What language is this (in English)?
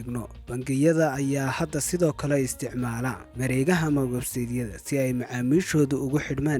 Somali